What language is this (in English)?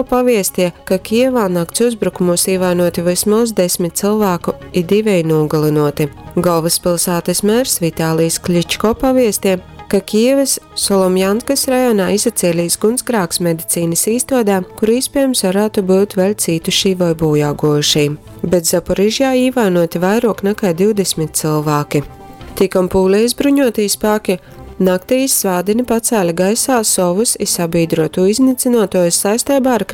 Latgalian